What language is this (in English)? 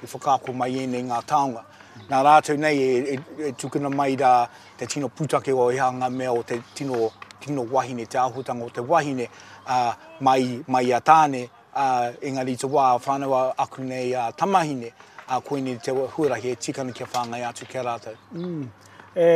Māori